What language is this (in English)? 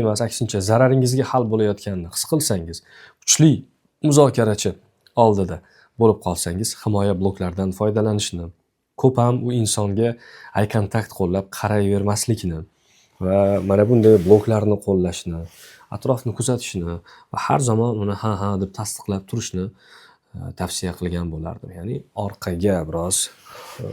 Uzbek